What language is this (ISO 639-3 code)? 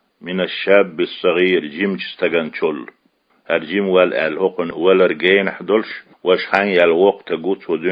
che